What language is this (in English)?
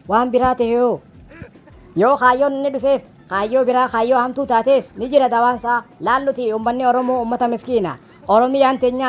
Oromo